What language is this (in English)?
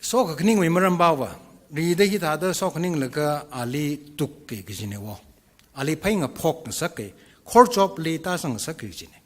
Tangkhul Naga (India)